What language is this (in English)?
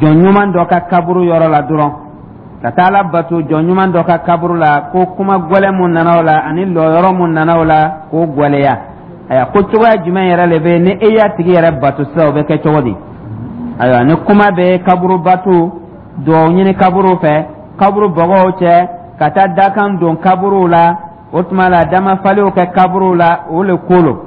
Dyula